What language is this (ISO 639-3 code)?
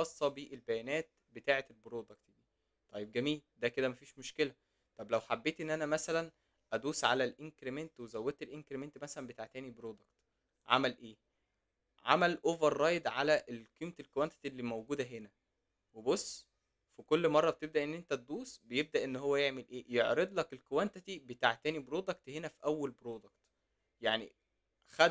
arz